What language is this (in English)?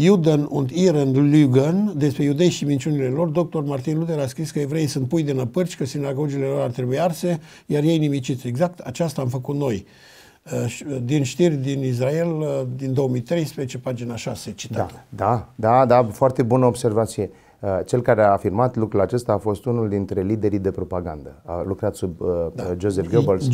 Romanian